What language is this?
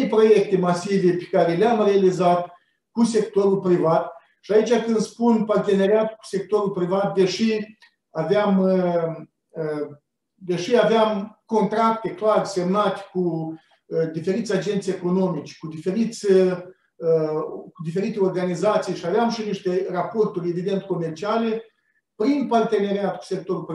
Romanian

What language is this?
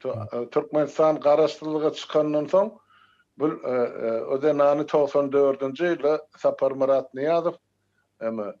Turkmen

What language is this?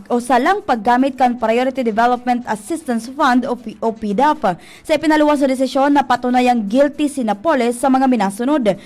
Bikol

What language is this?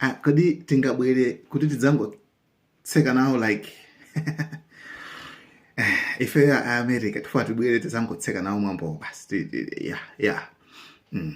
Nyanja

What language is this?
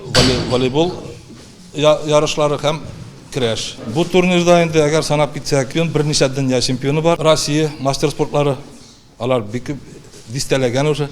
Tatar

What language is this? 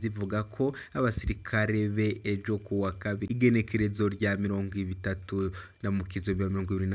Rundi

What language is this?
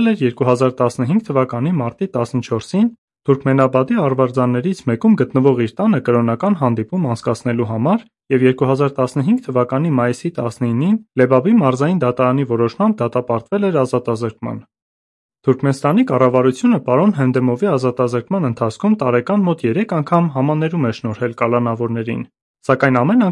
Armenian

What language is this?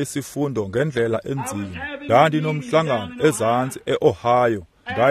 Xhosa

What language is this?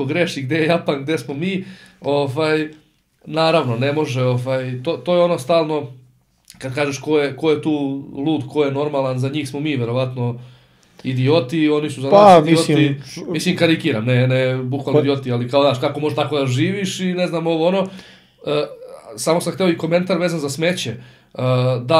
Serbian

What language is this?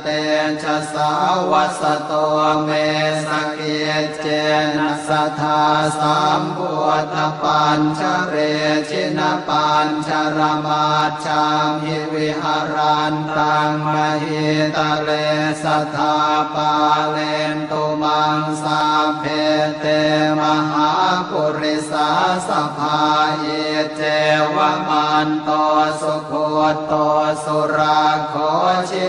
Pali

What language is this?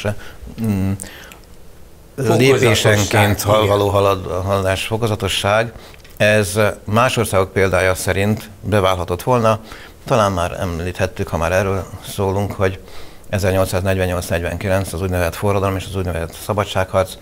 Hungarian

